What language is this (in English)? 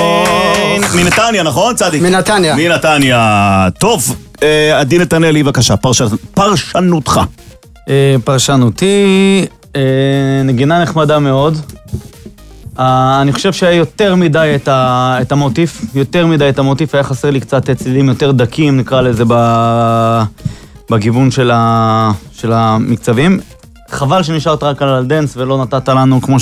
Hebrew